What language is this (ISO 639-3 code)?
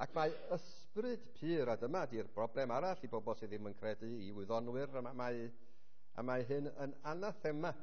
cym